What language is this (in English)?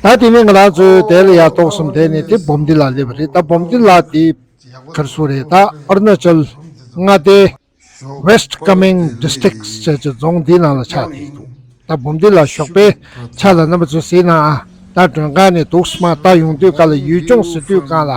Tibetan